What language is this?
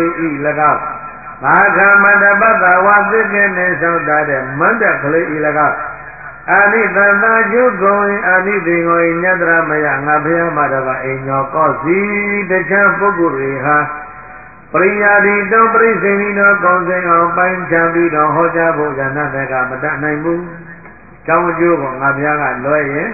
Burmese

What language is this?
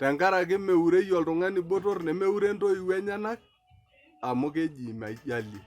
Masai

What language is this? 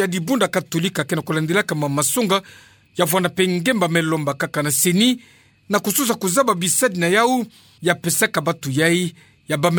Kituba (Democratic Republic of Congo)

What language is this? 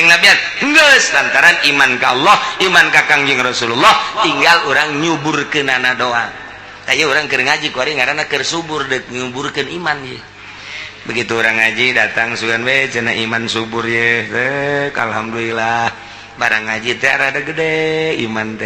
Sundanese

